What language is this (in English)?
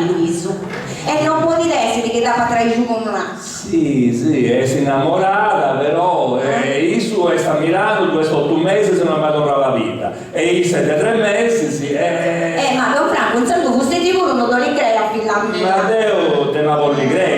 Sardinian